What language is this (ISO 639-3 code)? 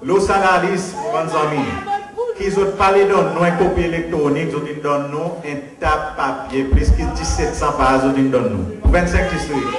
crs